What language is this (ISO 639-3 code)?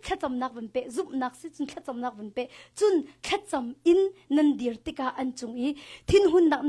cnh